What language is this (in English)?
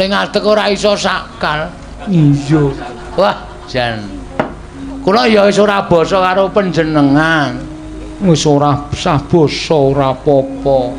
Javanese